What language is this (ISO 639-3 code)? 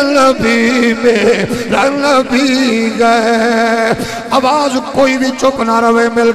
urd